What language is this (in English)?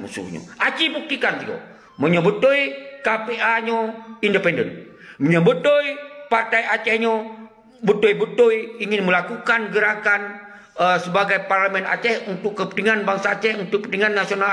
Achinese